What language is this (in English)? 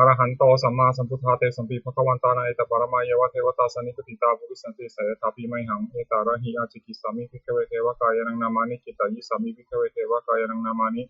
Pali